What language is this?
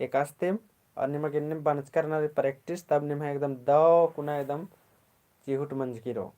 Kurukh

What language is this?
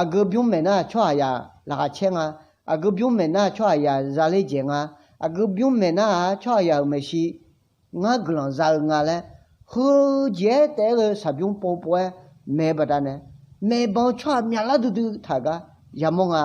Akha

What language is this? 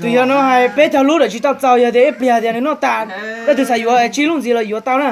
Hmong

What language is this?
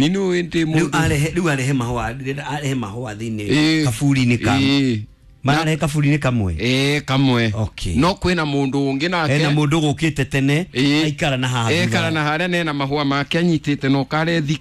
Kikuyu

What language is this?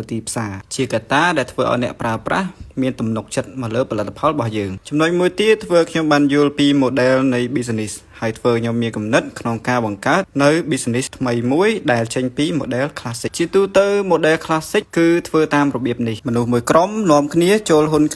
Khmer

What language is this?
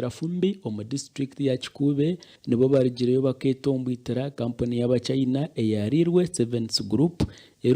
Nyankole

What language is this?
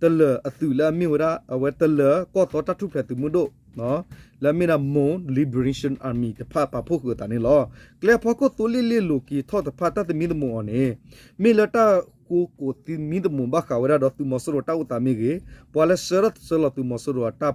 S'gaw Karen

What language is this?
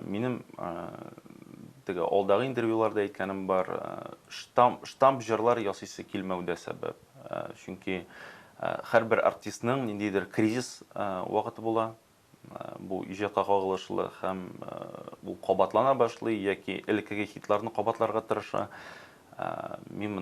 Tatar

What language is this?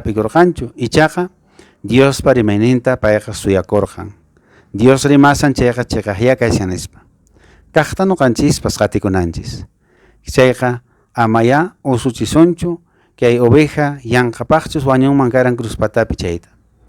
Quechua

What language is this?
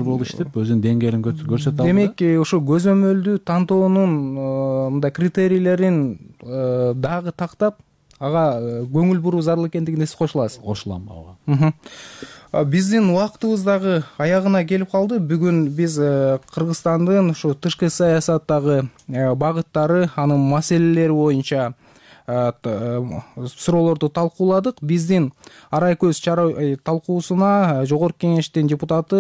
Kyrgyz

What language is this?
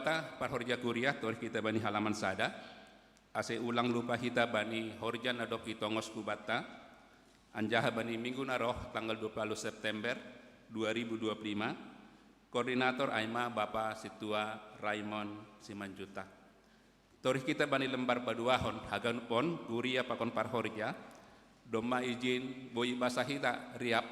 Batak Simalungun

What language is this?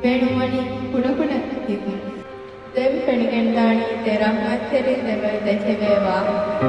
Divehi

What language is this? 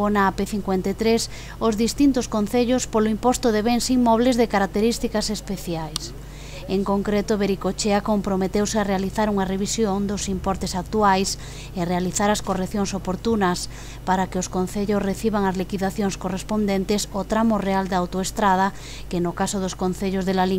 Galician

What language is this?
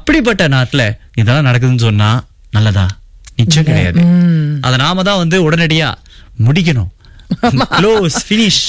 Tamil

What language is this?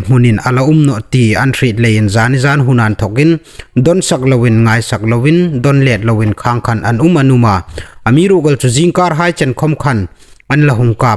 Hmar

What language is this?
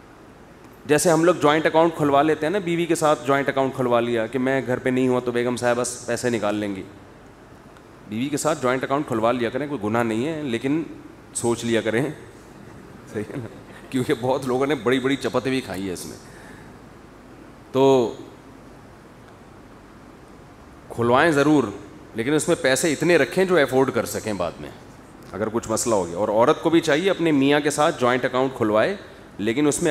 Urdu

